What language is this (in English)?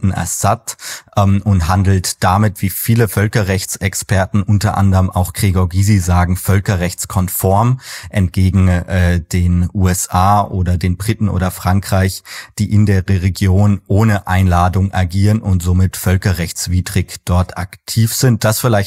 German